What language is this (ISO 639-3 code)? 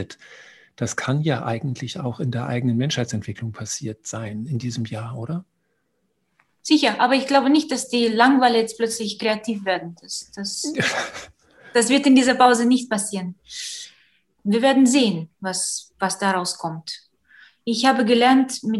deu